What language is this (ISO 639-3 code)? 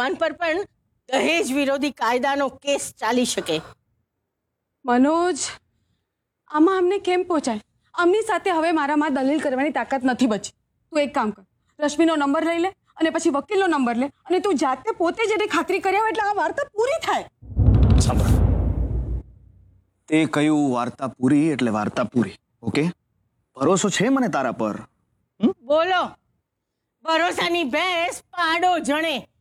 guj